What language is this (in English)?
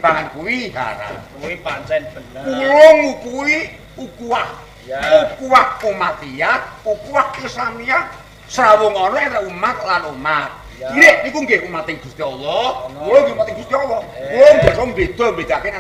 Javanese